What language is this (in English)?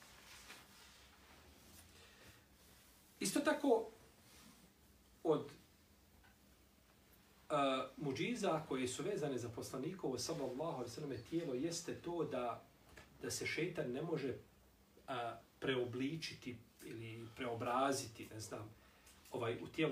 Bosnian